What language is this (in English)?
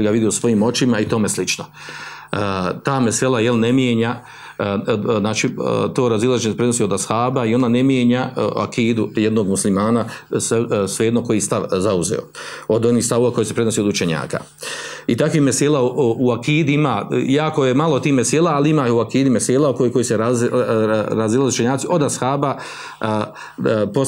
Bosnian